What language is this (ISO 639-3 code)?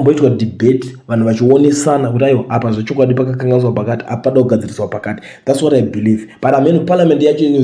sna